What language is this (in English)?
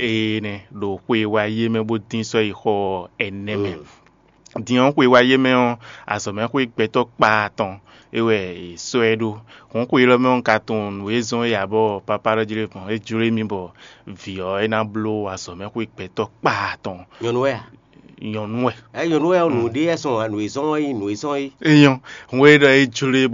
Fon